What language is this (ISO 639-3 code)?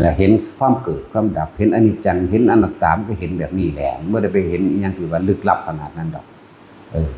lao